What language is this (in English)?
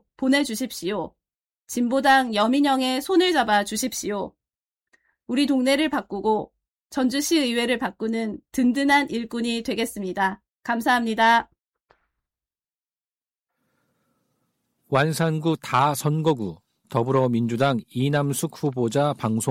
Korean